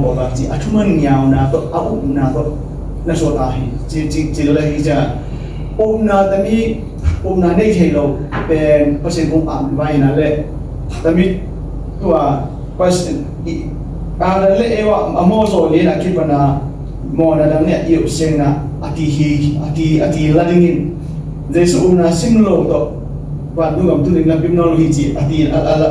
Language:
Tedim Chin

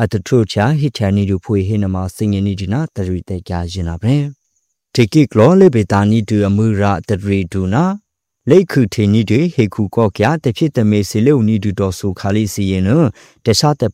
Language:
Burmese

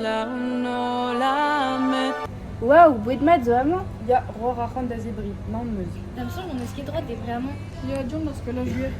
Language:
Breton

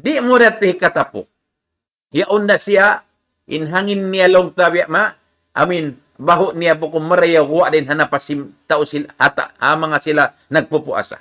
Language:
Tausug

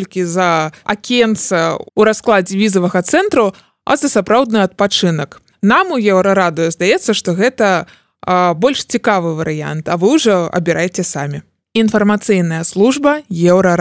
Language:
Belarusian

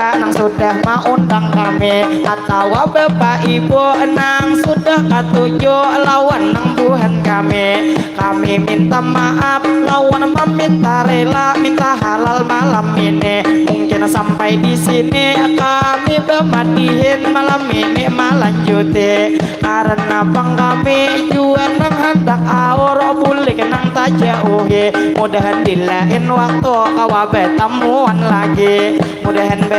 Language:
Banjar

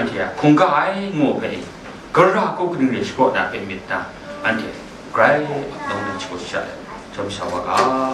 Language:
Kachin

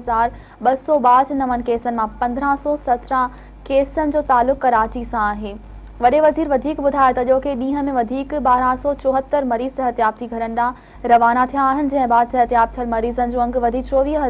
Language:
Sindhi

